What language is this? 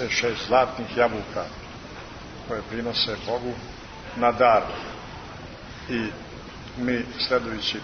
Serbian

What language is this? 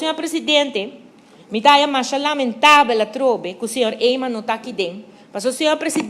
Papiamento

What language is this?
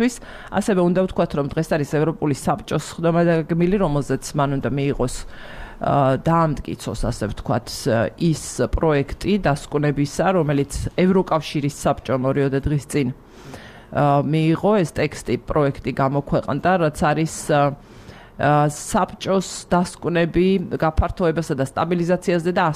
Georgian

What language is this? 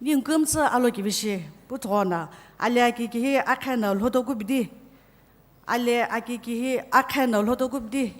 Sumi Naga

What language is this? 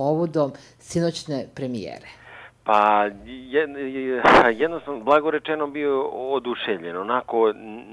Serbian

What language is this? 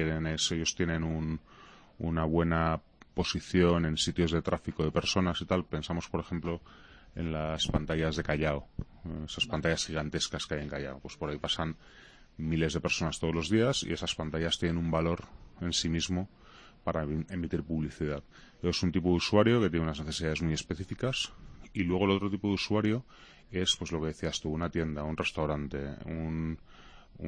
Spanish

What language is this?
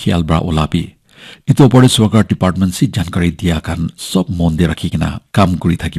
Naga Pidgin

